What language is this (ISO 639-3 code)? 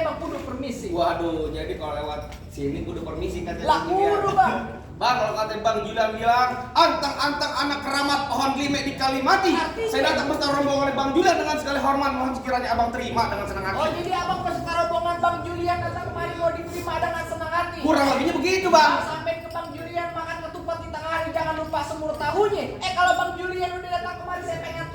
bew